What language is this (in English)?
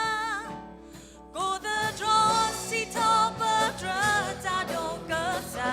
S'gaw Karen